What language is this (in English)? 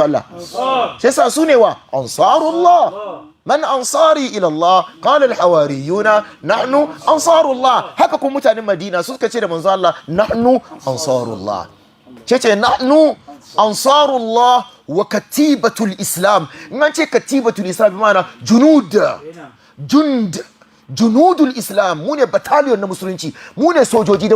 Hausa